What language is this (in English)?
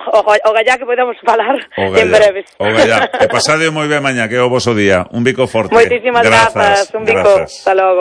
Galician